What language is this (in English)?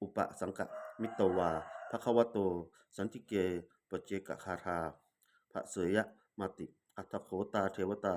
Pali